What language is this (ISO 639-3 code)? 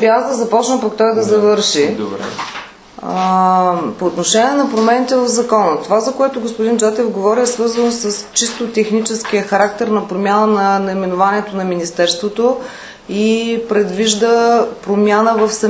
bul